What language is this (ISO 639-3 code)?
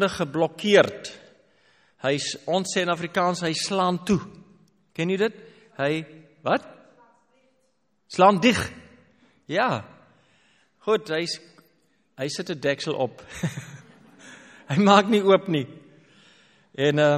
afr